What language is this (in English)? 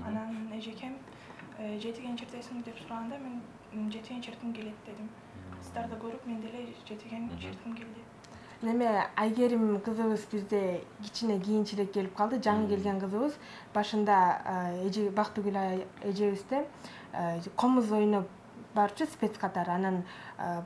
Kyrgyz